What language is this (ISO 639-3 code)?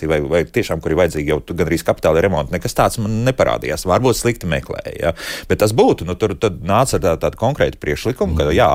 lav